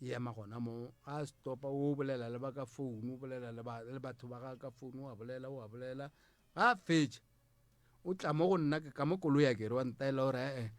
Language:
Northern Sotho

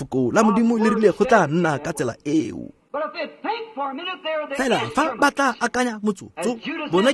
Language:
Tswana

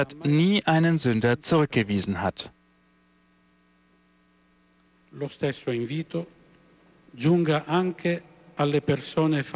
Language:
German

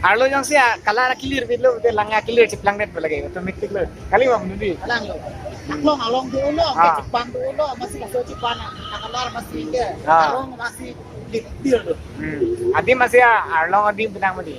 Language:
Karbi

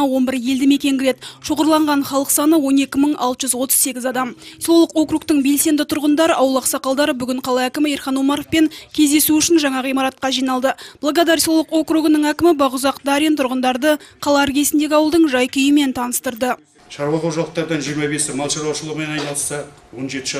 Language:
Kazakh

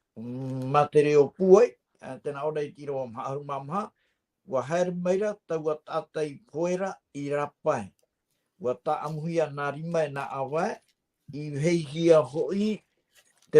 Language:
Tahitian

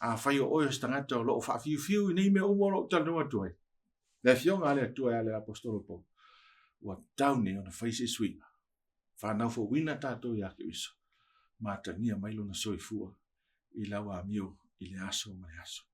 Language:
Samoan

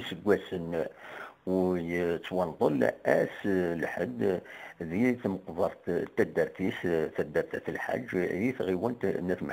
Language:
Kabyle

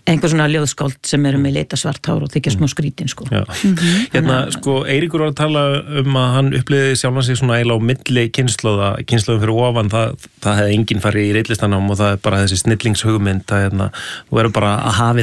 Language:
Icelandic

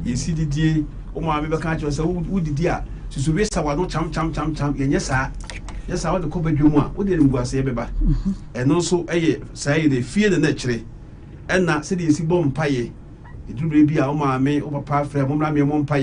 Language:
Akan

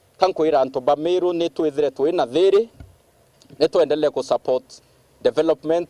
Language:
Meru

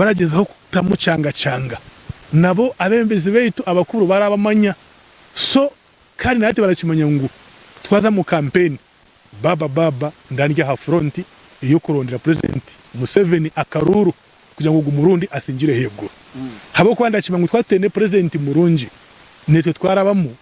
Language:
Nyankole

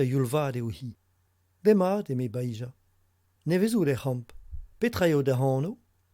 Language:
Breton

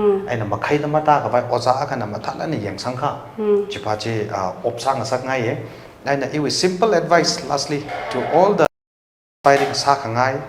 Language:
Tangkhul Naga (India)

